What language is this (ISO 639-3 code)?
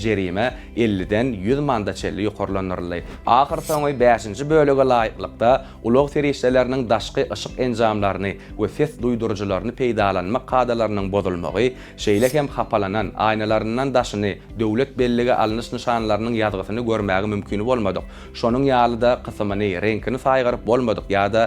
tuk